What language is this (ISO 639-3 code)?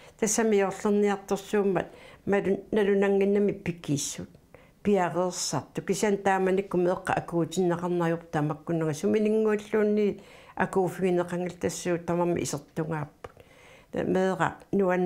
kal